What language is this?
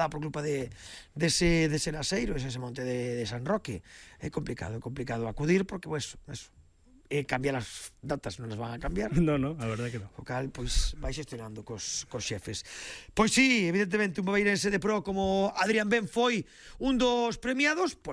Galician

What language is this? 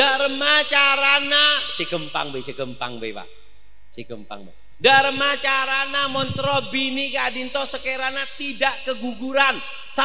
Madurese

